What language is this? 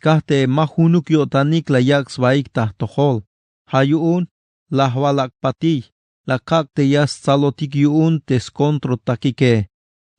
Tzeltal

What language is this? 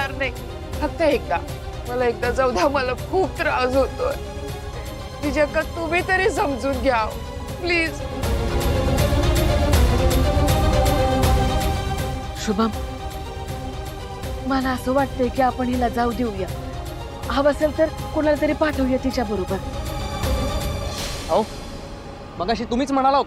Marathi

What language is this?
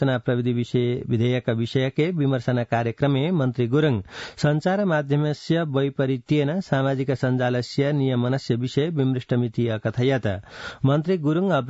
Sanskrit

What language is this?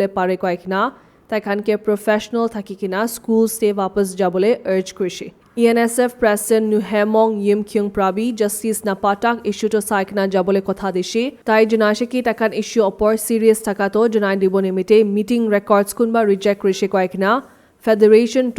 Naga Pidgin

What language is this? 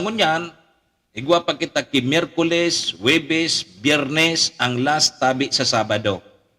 Bikol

